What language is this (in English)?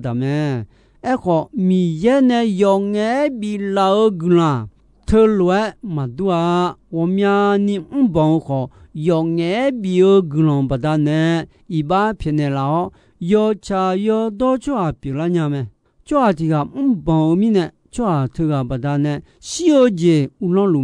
Akha